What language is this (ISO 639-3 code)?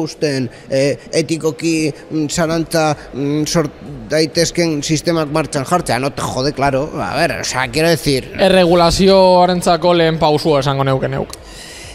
eus